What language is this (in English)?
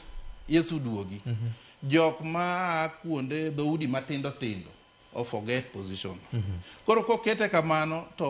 Luo (Kenya and Tanzania)